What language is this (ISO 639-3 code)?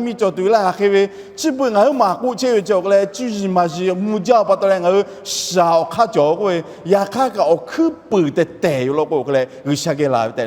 lhu